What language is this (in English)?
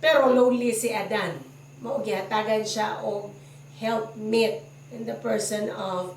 Cebuano